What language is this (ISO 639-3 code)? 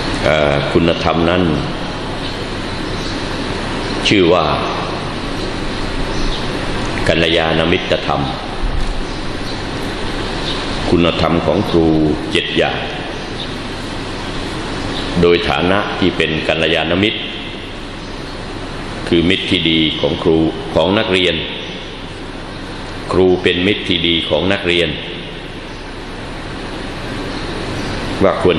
tha